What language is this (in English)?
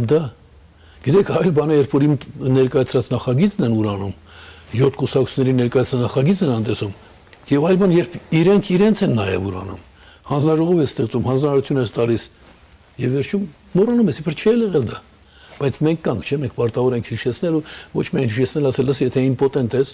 Armenian